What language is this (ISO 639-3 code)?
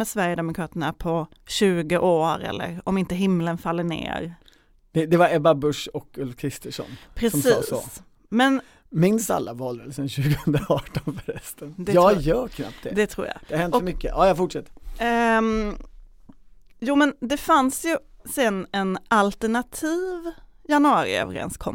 swe